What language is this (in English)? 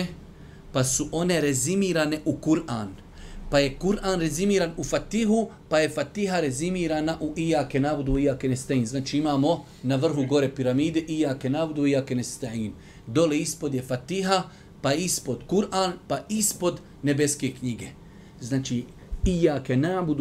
Bosnian